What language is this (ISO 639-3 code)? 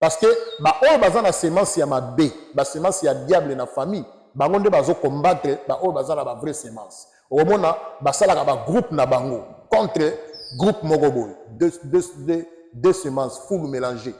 lin